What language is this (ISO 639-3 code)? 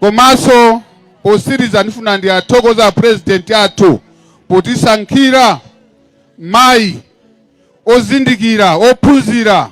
nya